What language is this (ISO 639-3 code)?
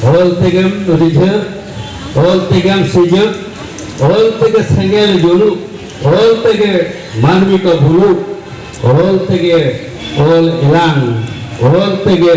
sat